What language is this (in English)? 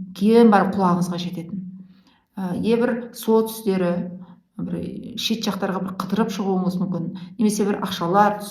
Kazakh